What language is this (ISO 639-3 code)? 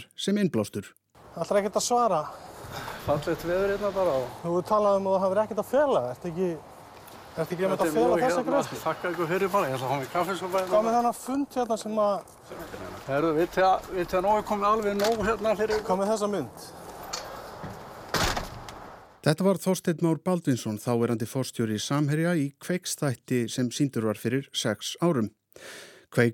isl